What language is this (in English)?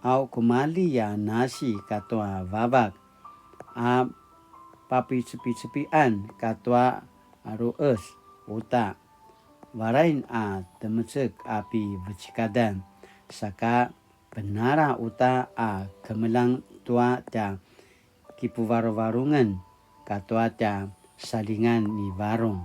Paiwan